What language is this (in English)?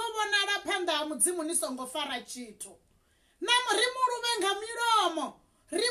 Venda